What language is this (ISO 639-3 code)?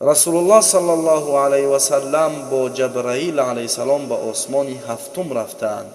tgk